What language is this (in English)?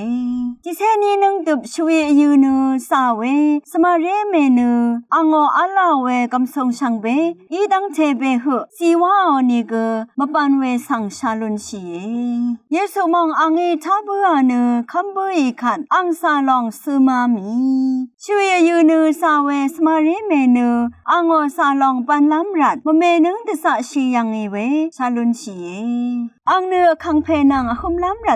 Rawang